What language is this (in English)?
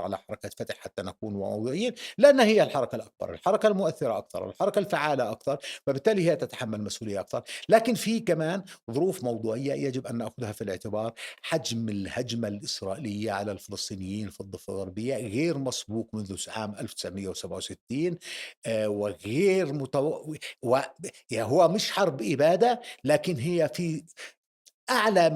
North Levantine Arabic